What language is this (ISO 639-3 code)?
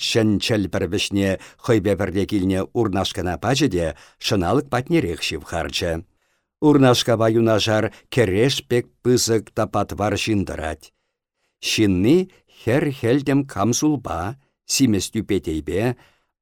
chv